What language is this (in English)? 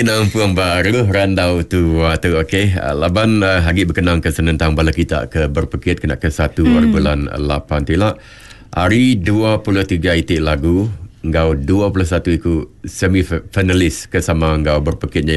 Iban